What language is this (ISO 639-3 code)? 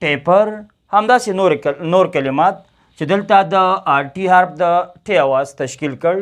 pus